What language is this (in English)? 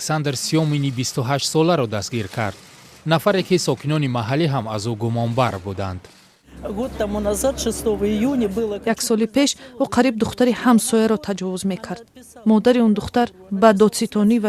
Tajik